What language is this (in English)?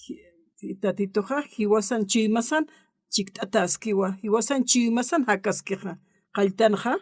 Aymara